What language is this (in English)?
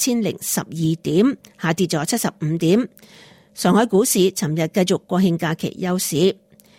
Cantonese